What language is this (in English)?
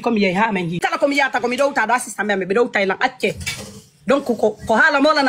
Pular